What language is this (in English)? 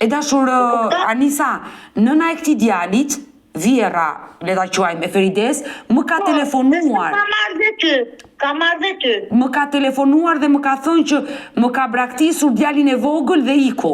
Albanian